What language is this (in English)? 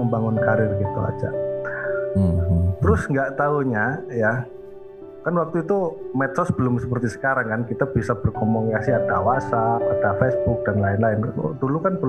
Indonesian